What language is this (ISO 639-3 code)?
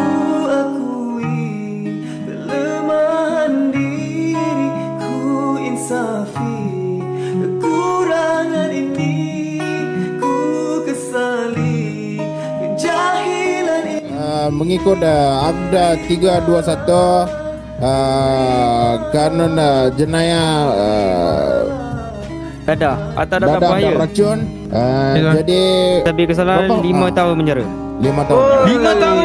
msa